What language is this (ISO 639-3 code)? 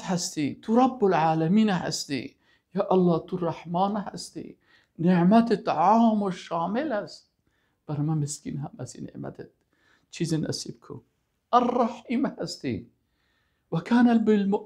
fas